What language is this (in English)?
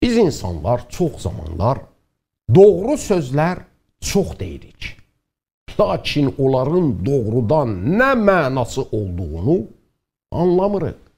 South Azerbaijani